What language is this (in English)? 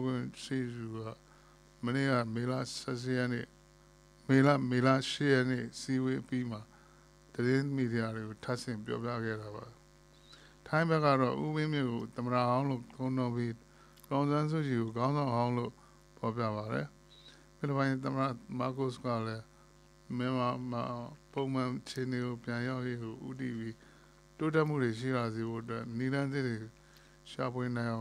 Burmese